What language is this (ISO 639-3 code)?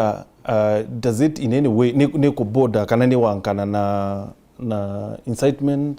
mer